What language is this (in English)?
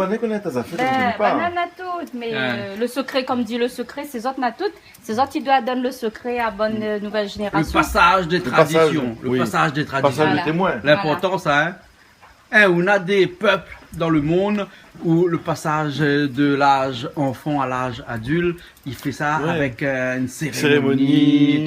Réunion Creole French